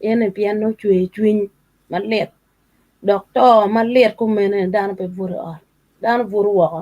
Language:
Acoli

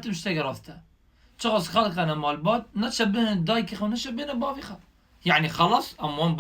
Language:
Kurdish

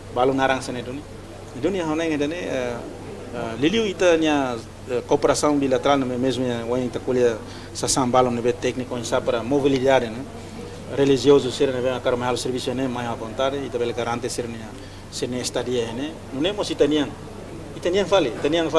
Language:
Tetum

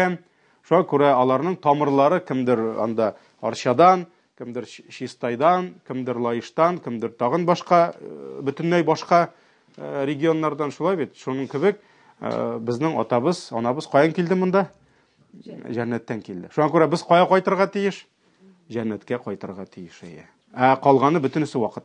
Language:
Tatar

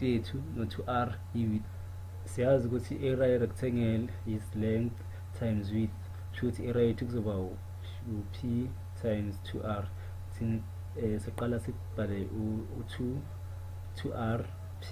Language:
Zulu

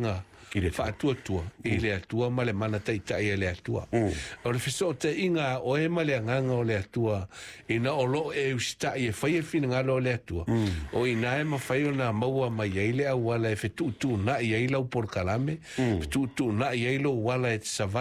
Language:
Samoan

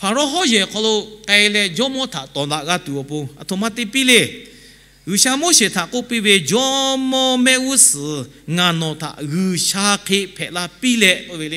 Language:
Lahu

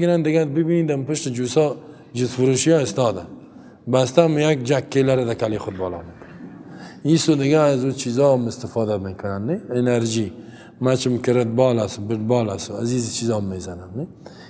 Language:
Persian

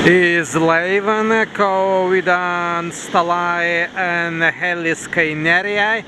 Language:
Prussian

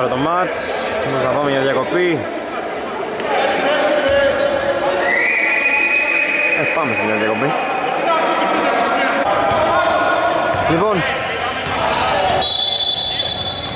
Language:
Greek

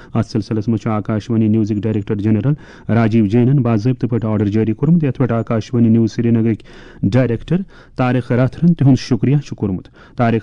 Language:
Kashmiri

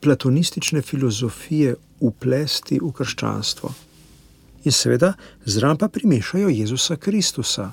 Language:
Slovenian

